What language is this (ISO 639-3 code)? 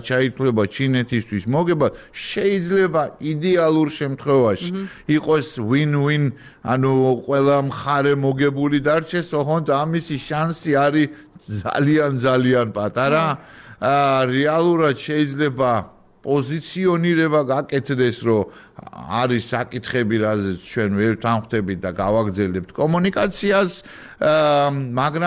kat